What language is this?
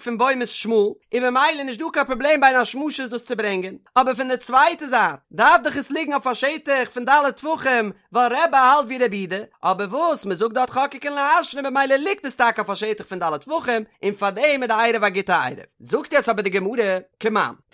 Yiddish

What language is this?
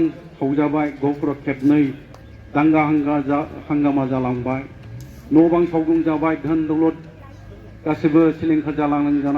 Bodo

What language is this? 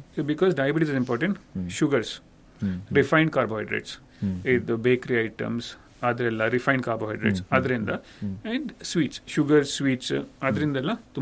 Kannada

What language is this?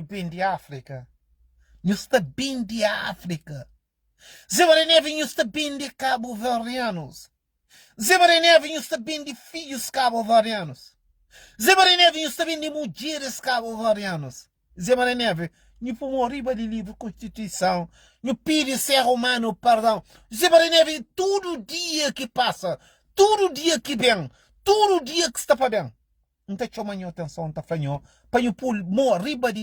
Kabuverdianu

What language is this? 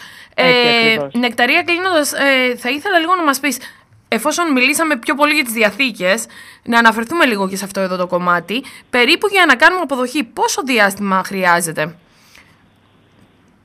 Greek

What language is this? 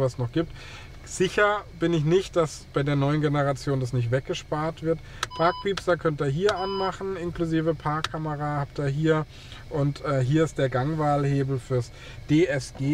German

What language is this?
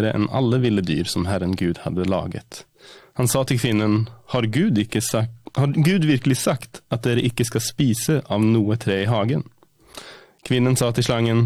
Norwegian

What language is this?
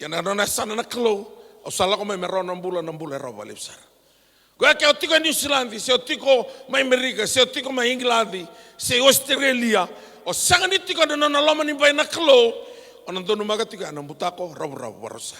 Fijian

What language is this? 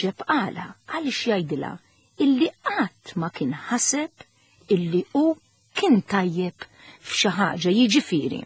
Maltese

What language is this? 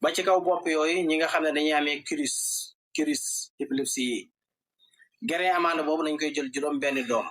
Wolof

